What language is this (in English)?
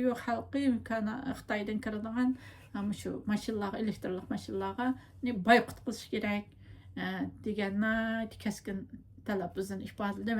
Uyghur